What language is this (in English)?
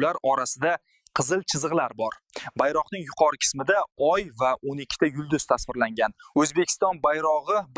Uzbek